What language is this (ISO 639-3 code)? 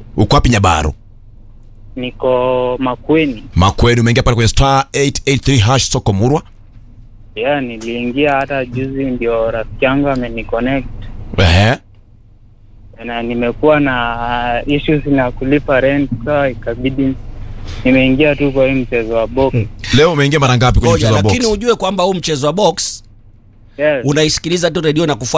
swa